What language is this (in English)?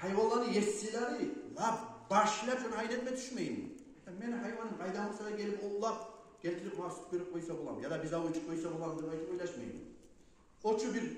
Kumyk